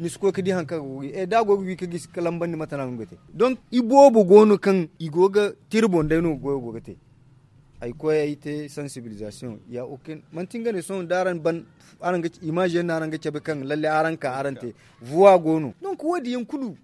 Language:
Zarma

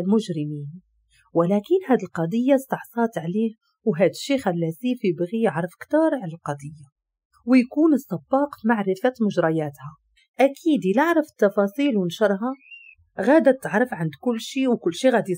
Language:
Moroccan Arabic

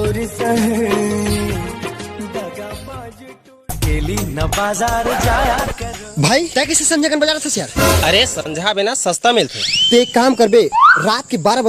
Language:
Chhattisgarhi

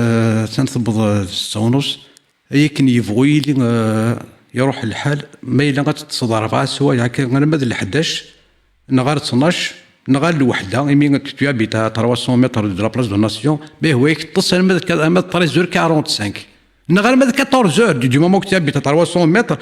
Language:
Kabyle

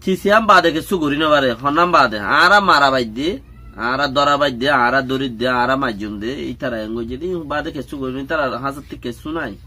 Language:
Rohingya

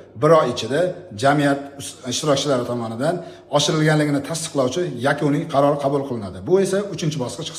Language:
Uzbek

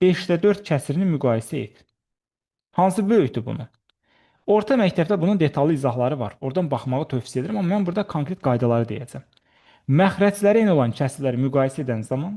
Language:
Azerbaijani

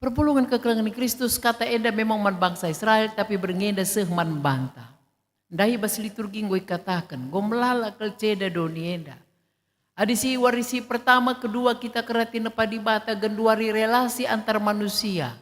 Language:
Batak Karo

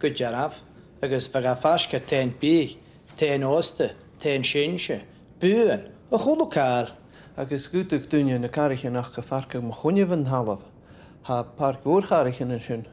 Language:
Scottish Gaelic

